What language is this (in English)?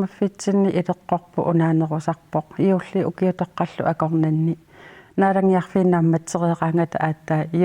Kalaallisut